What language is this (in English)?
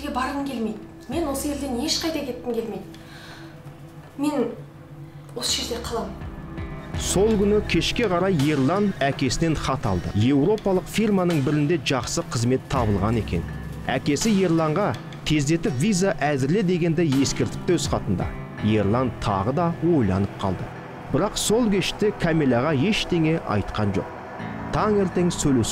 Kazakh